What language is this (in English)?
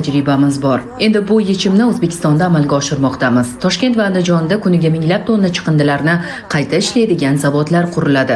Uzbek